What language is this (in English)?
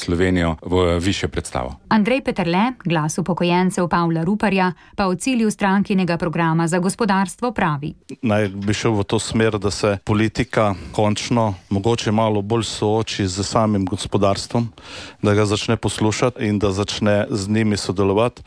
Slovenian